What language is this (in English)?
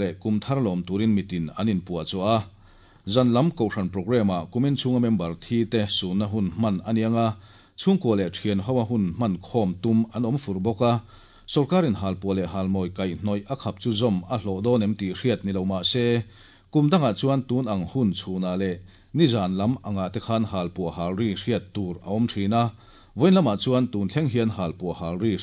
Mizo